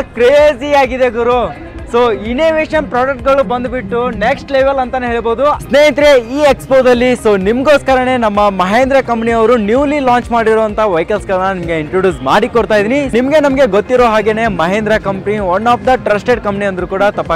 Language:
Kannada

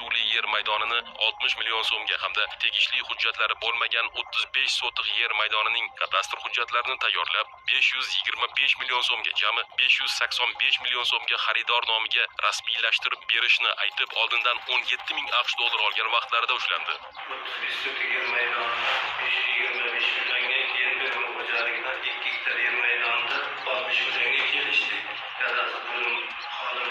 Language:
Uzbek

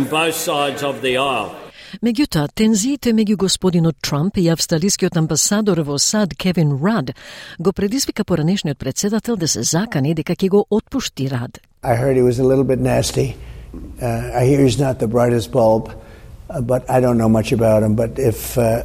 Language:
Macedonian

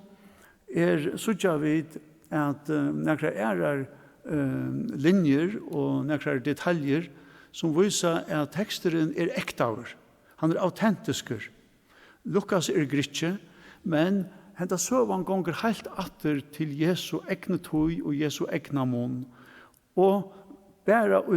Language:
Faroese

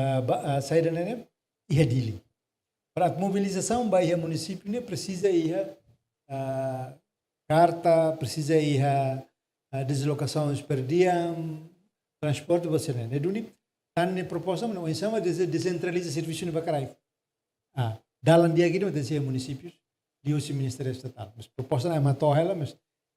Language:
Tetum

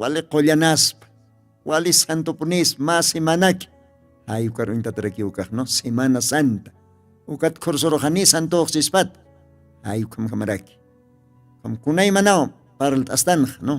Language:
Aymara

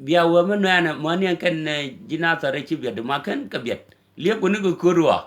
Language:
Nuer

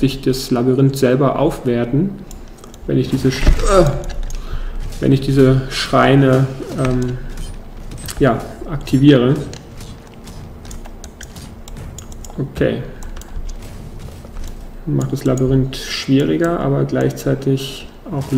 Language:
German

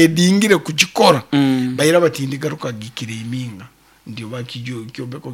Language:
Nyankole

